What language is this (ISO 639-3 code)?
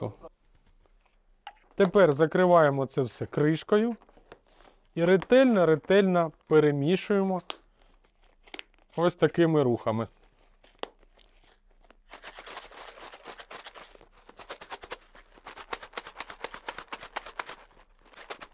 ukr